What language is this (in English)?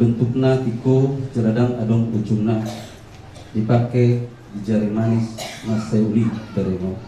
Batak Toba